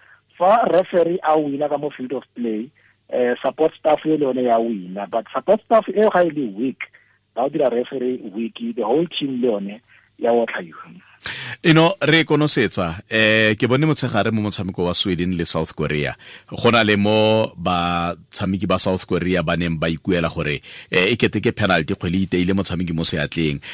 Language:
Tswana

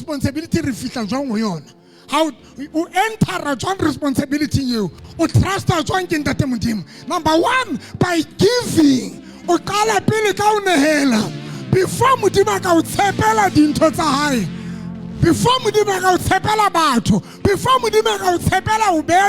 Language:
Southern Sotho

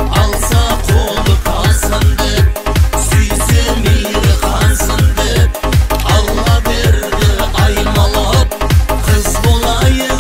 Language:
Kara-Kalpak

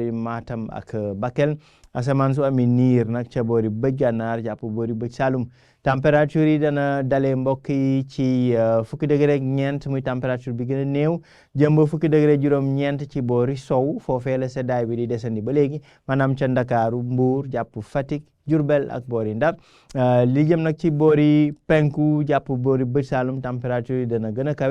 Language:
Wolof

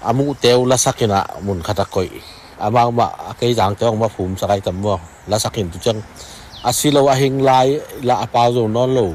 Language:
Tedim Chin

